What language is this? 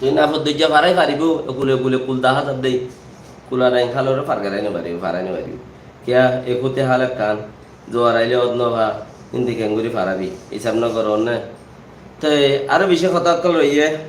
Rohingya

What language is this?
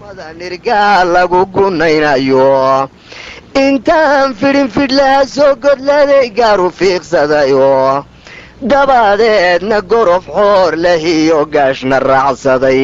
Somali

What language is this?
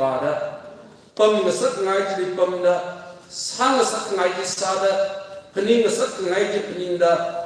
Tangkhul Naga (India)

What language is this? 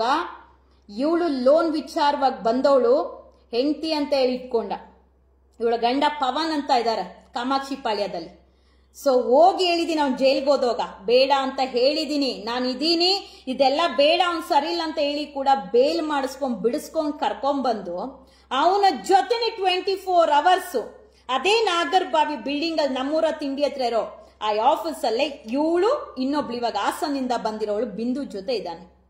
Kannada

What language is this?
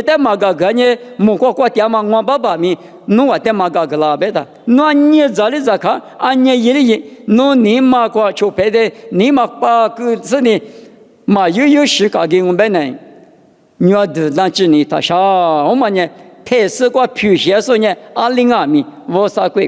Lisu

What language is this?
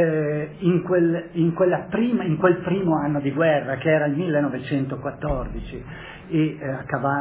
Italian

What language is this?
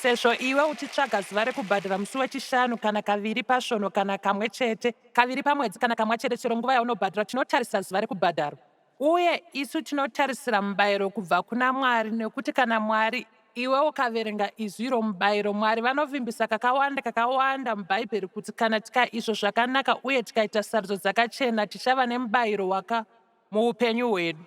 Shona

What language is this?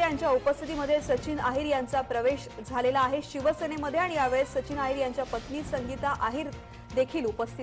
Marathi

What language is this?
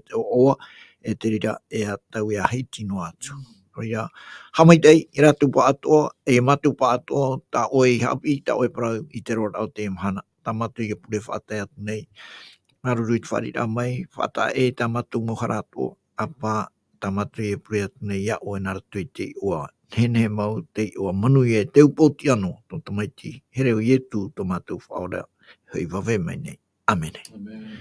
Tahitian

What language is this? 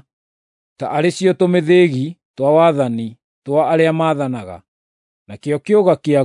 Kikuyu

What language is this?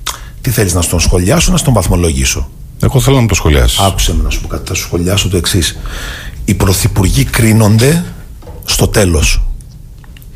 Greek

